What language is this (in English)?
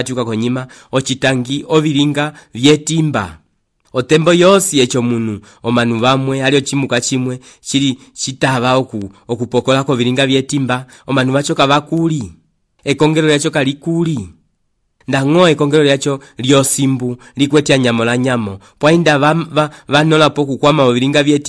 Umbundu